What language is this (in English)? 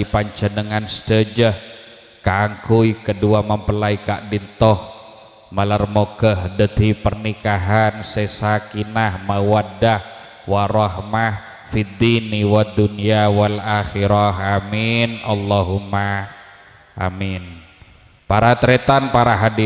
Madurese